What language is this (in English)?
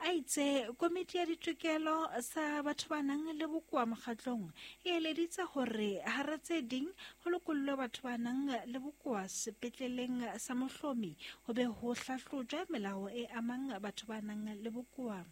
Southern Sotho